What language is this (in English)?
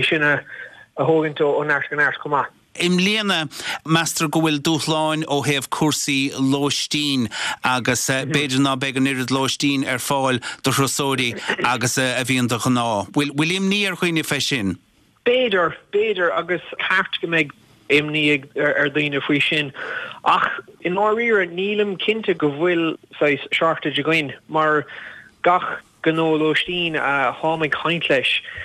Irish